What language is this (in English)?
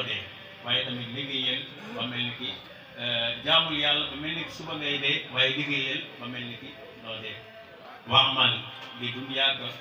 Wolof